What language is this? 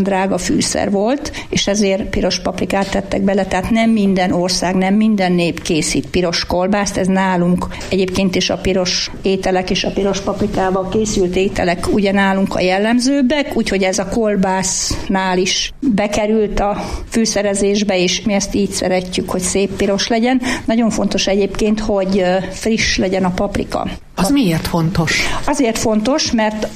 Hungarian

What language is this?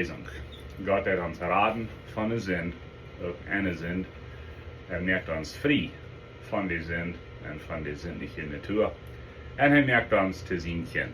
Plautdietsch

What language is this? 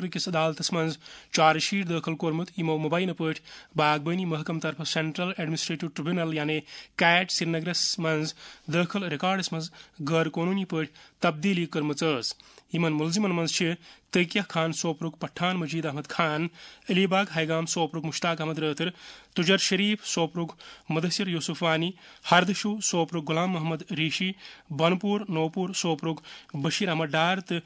Kashmiri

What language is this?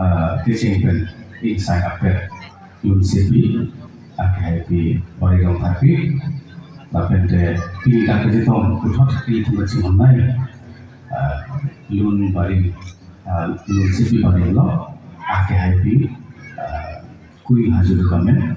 Karbi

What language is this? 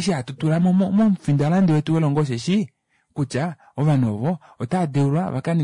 Kuanyama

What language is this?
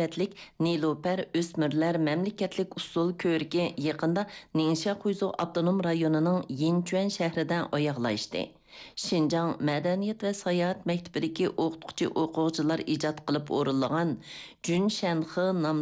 Uyghur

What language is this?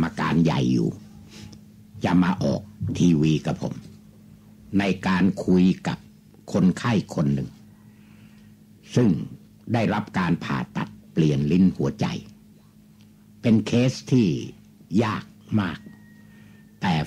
Thai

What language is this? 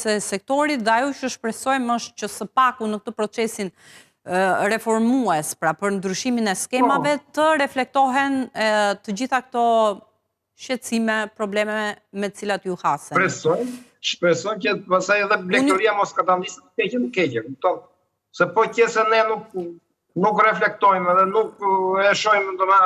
Albanian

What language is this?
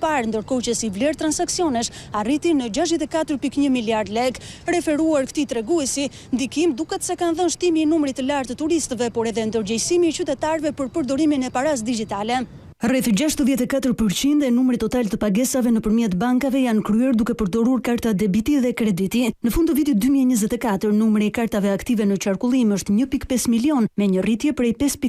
Albanian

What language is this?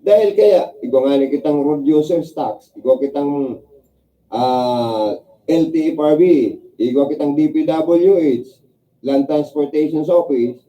Bikol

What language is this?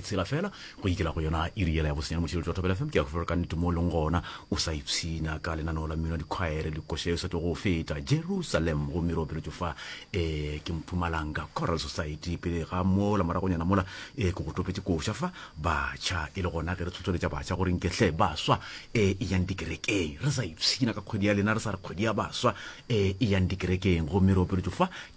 Northern Sotho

